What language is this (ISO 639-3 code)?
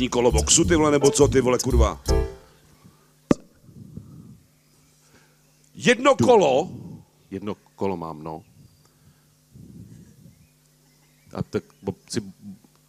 ces